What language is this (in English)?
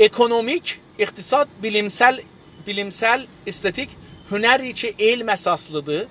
South Azerbaijani